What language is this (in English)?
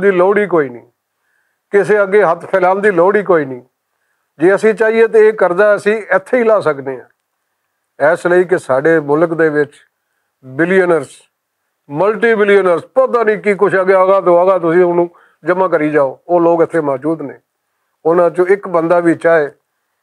Western Panjabi